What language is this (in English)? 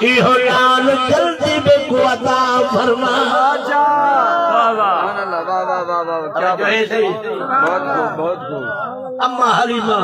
Saraiki